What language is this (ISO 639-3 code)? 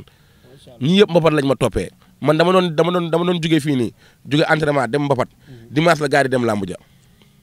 wol